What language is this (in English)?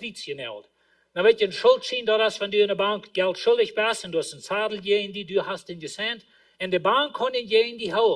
Plautdietsch